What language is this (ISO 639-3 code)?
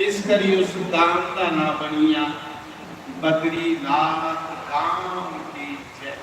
doi